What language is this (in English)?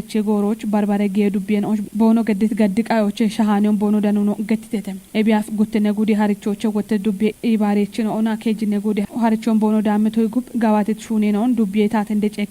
Kafa